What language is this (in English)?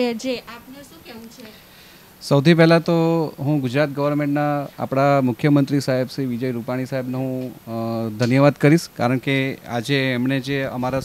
Gujarati